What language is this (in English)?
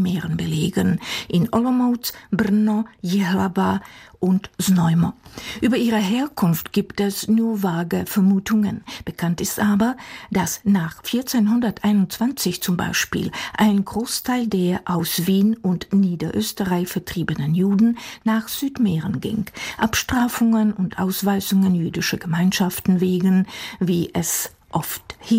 German